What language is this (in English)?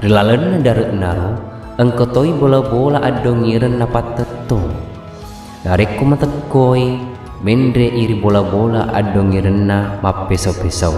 Buginese